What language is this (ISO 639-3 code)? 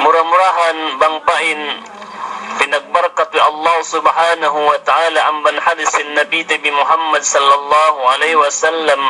yka